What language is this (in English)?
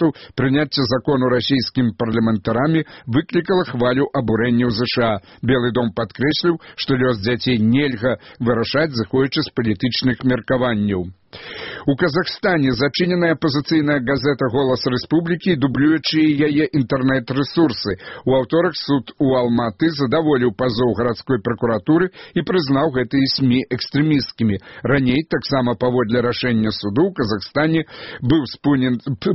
Belarusian